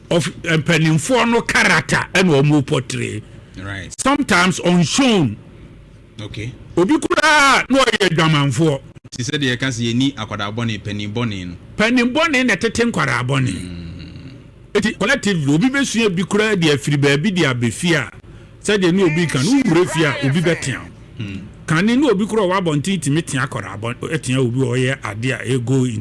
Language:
Akan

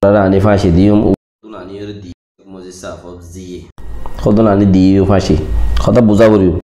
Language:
Rohingya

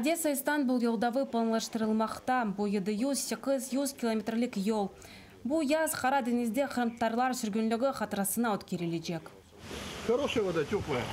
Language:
Crimean Tatar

